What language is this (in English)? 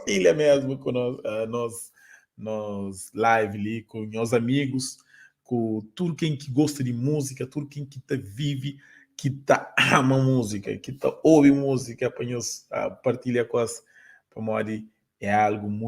Kabuverdianu